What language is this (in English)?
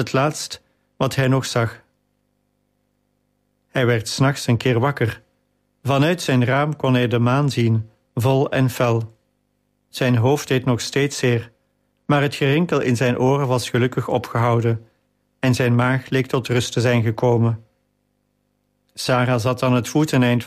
Dutch